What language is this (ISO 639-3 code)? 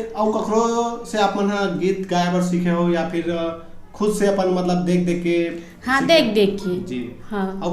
hne